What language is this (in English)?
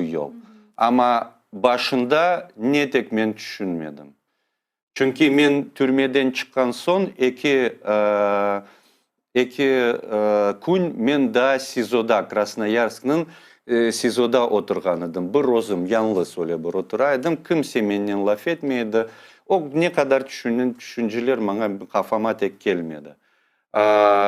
Crimean Tatar